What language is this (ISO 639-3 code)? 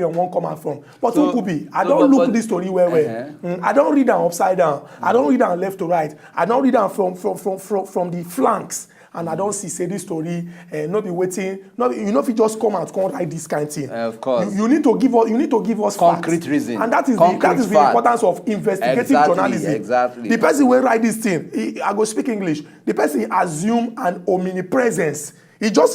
pcm